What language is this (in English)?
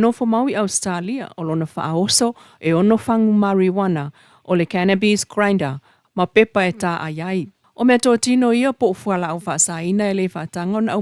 Samoan